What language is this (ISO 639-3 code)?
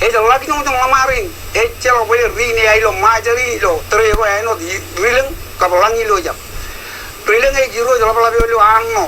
mah